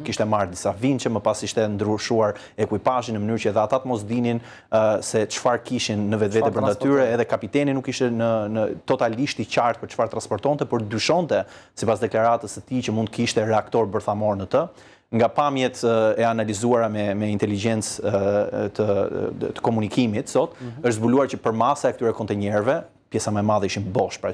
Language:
Albanian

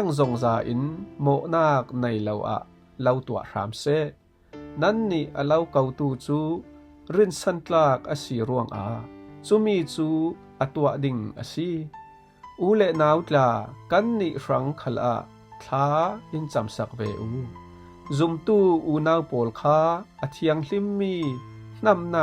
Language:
Falam Chin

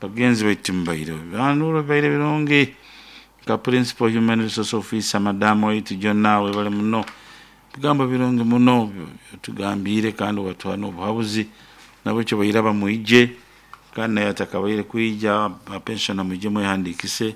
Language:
Nyoro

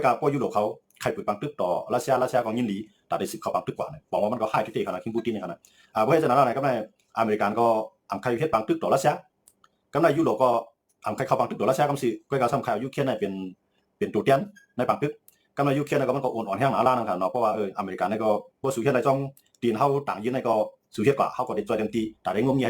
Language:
Shan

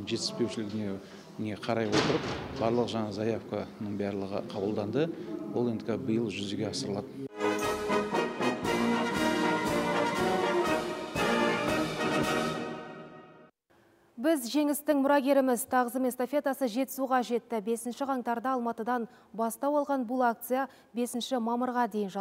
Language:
Kazakh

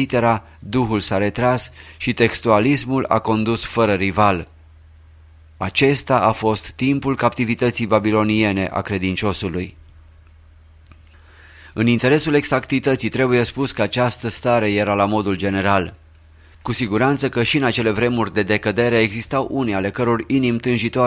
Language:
Romanian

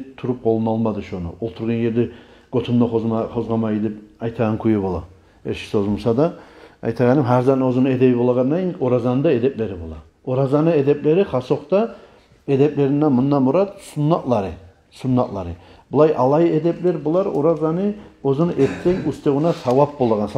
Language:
Kumyk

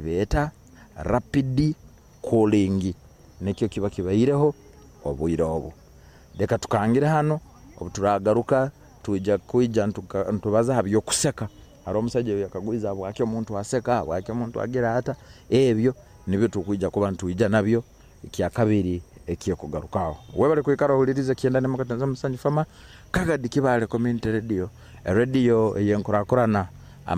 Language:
Nyoro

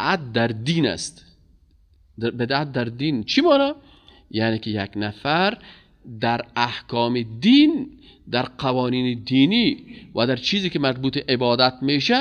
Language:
Persian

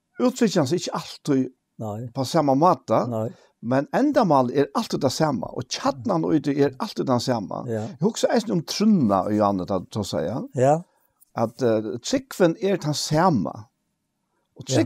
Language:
Faroese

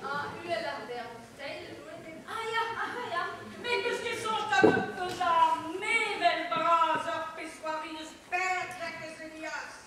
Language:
Breton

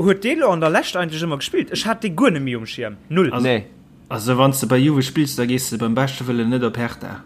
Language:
Luxembourgish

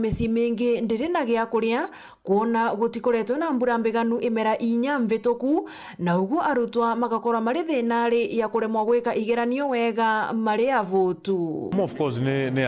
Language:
Meru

